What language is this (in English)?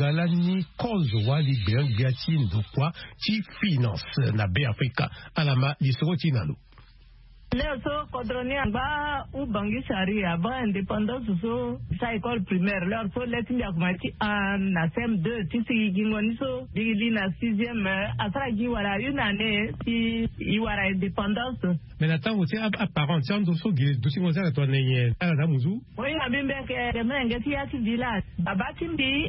Sango